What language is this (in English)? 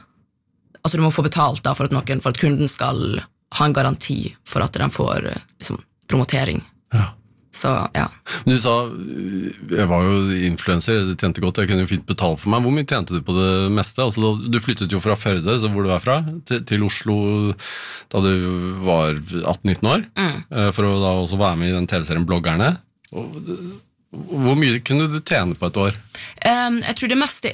Norwegian